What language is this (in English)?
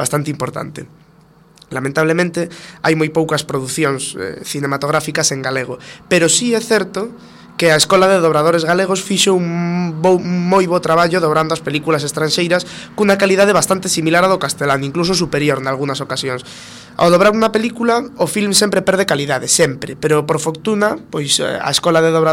Galician